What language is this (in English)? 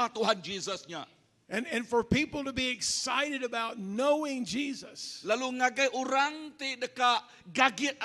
Iban